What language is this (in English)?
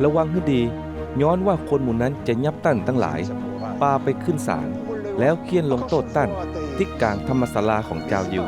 Northern Thai